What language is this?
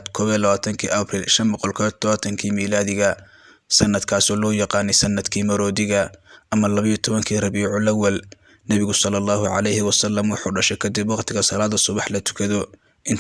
Somali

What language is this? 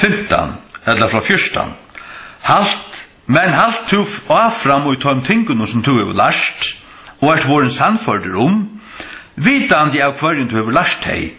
Faroese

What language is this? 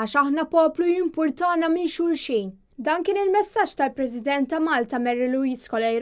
Maltese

